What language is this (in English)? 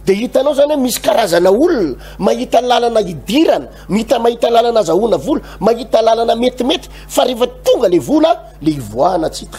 Malagasy